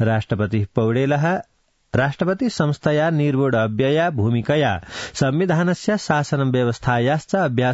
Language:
Sanskrit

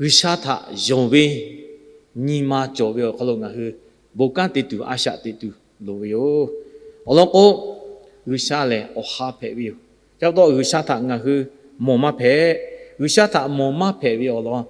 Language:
Lahu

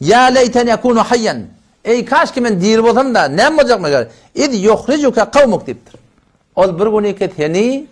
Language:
Turkmen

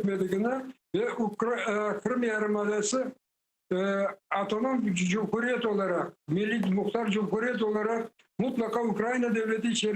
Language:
Crimean Tatar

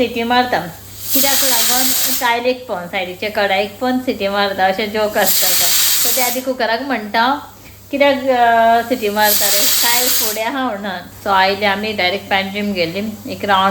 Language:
Konkani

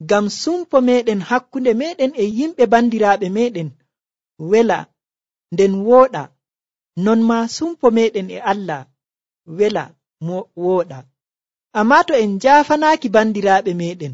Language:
Nigerian Fulfulde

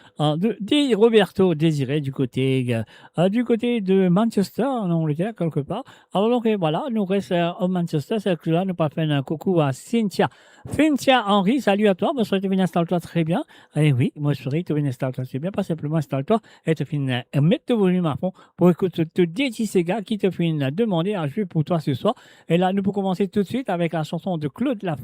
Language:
Morisyen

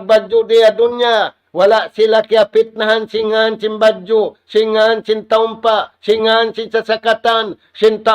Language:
Tausug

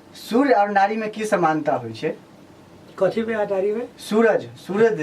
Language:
Maithili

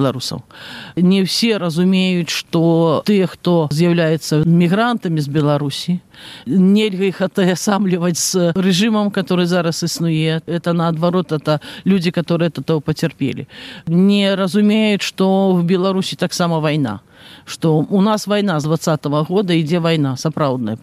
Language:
Belarusian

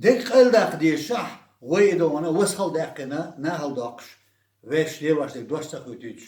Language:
Chechen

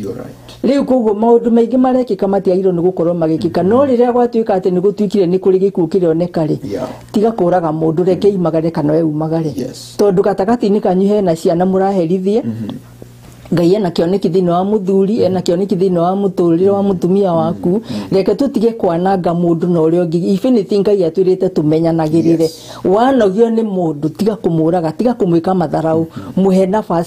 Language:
Kikuyu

